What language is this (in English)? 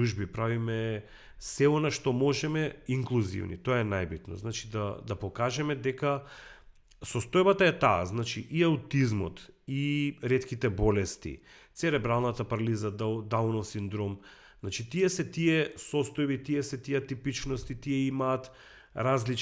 Macedonian